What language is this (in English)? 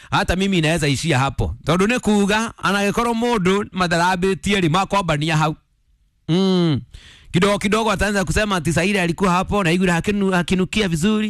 Kikuyu